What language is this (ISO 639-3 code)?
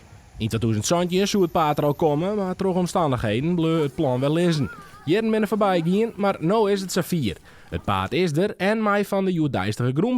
fry